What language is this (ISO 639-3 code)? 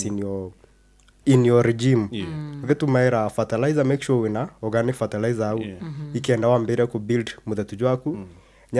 mer